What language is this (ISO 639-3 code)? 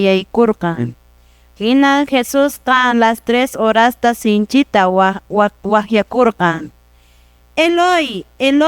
que